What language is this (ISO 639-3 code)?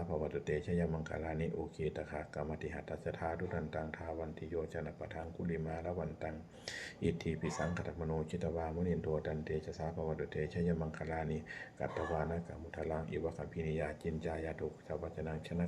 pli